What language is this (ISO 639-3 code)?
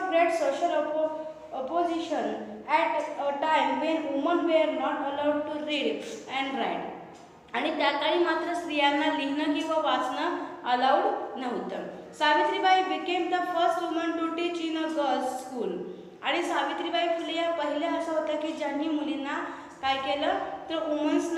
mar